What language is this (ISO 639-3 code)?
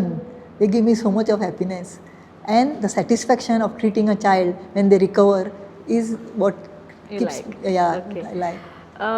kok